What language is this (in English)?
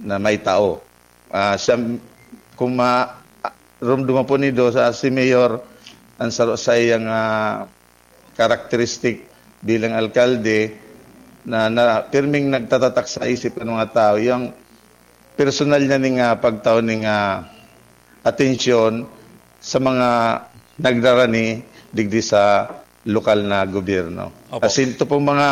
Bikol